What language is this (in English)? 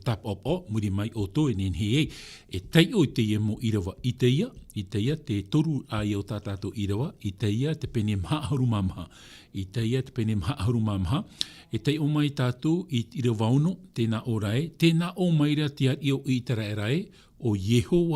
Tahitian